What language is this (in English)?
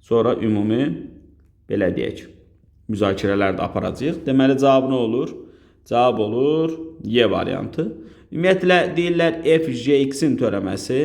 Azerbaijani